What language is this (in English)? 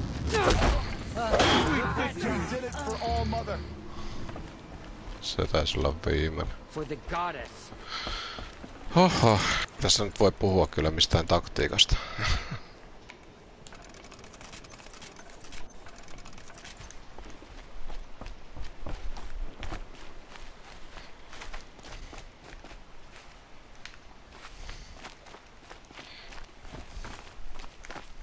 Finnish